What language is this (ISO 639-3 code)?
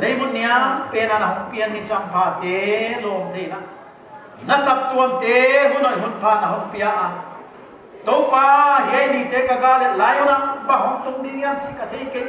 pck